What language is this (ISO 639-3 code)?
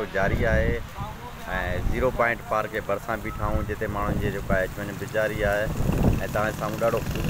snd